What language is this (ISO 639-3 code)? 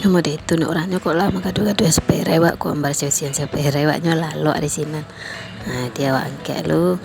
min